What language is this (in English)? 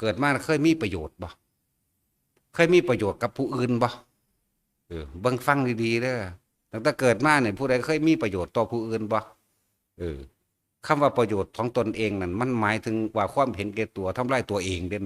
Northeastern Thai